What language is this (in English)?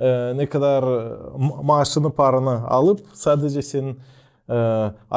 Gagauz